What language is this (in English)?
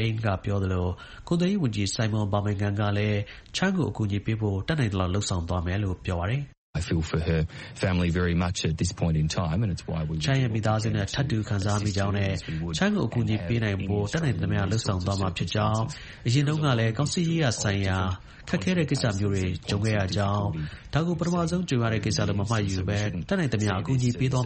Burmese